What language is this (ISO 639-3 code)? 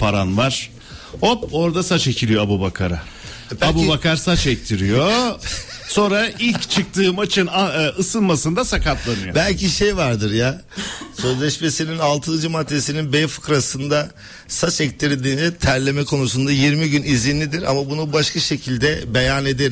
tur